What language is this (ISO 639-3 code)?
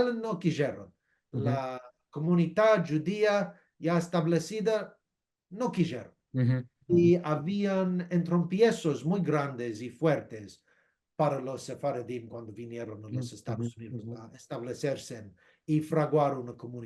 lad